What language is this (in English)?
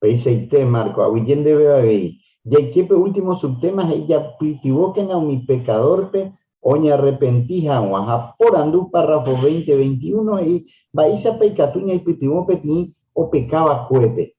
Guarani